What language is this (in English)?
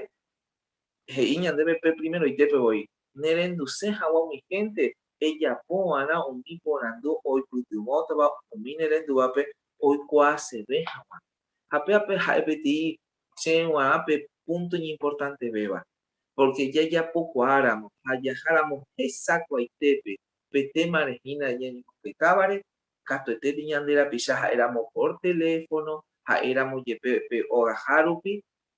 Guarani